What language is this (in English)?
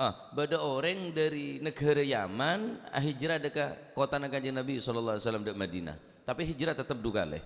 Madurese